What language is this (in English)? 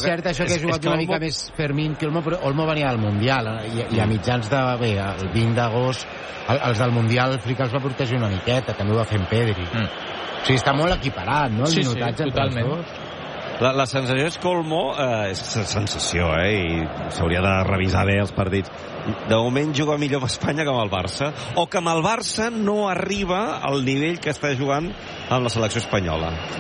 Catalan